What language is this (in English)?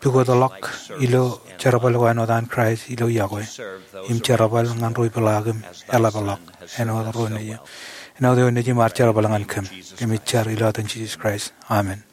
Marshallese